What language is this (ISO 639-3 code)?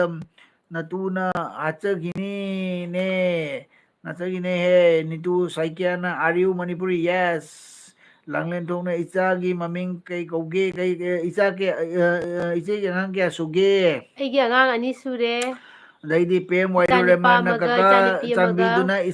mni